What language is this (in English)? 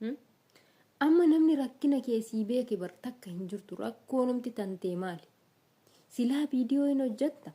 Oromo